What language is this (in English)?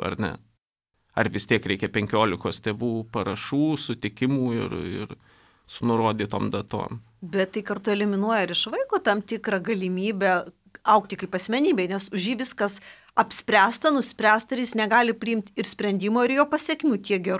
Lithuanian